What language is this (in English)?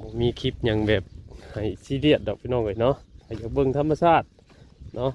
Northeastern Thai